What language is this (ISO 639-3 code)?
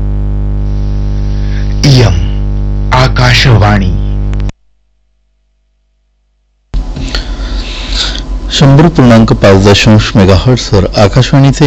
mar